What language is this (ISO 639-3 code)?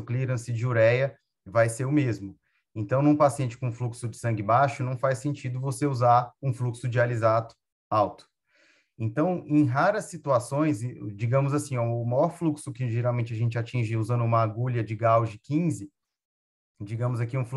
por